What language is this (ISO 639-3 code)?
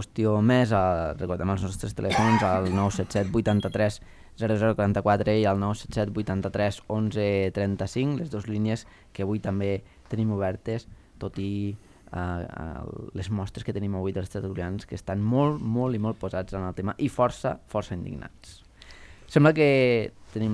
cat